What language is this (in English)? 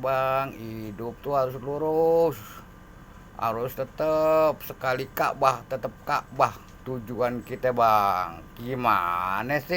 Betawi